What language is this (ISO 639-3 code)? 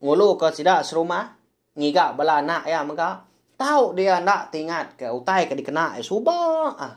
iba